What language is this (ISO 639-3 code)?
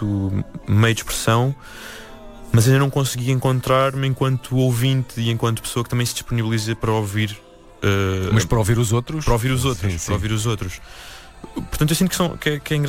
por